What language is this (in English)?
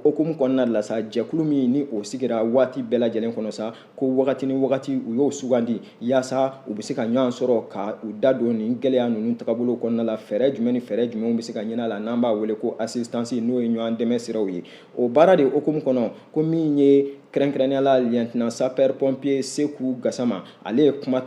Bambara